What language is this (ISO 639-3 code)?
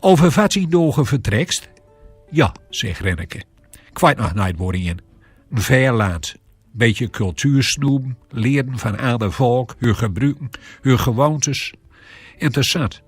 gos